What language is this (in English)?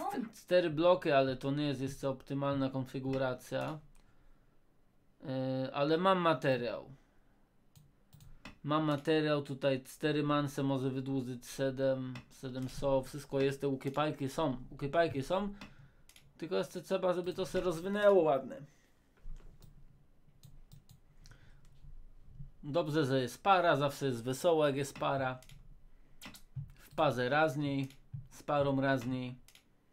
Polish